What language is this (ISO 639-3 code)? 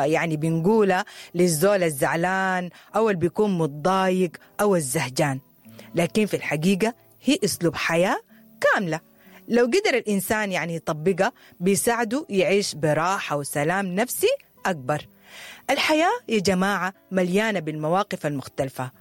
apd